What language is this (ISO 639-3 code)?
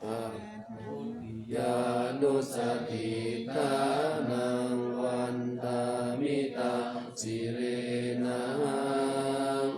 pli